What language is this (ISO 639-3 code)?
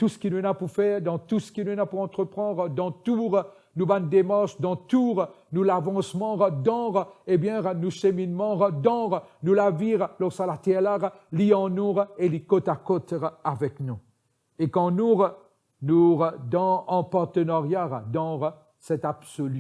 mfe